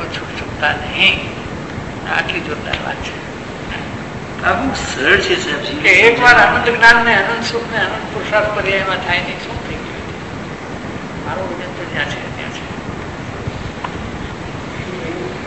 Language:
Gujarati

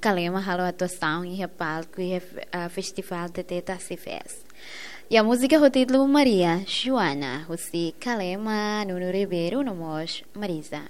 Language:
Tetum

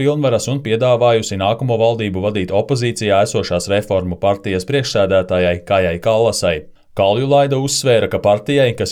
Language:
Latvian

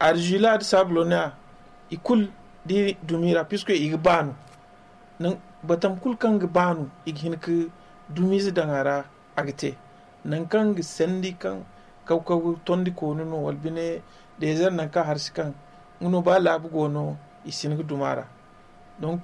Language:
Zarma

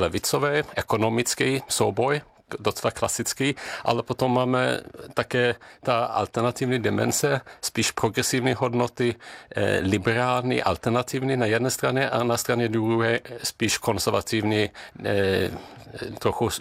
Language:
Czech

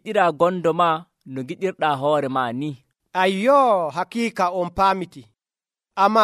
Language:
Nigerian Fulfulde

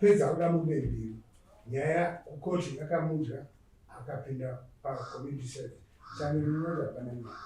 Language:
Shona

